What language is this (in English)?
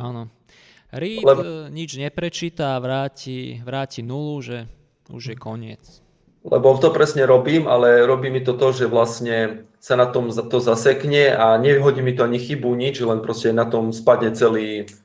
Slovak